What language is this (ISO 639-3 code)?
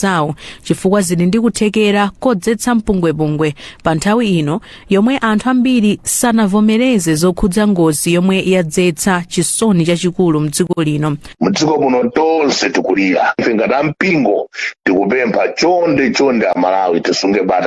nya